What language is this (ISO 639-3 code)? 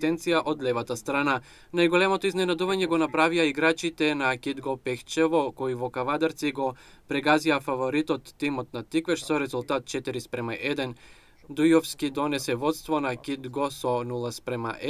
mkd